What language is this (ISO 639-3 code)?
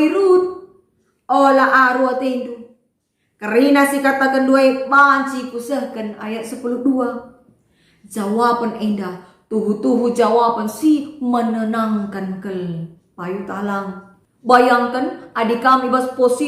btx